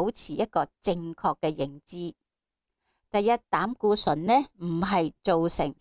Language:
Cantonese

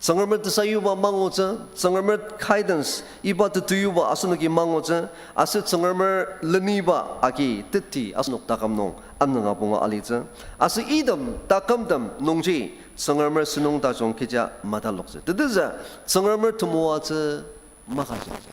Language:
Ao Naga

